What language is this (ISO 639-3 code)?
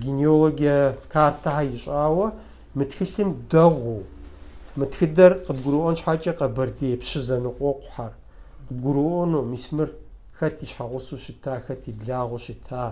kbd